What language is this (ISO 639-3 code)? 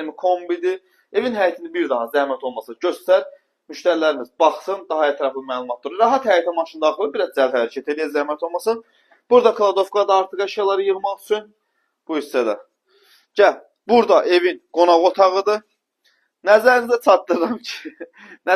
aze